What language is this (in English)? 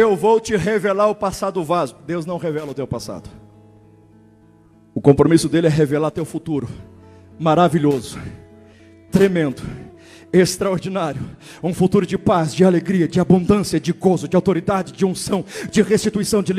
Portuguese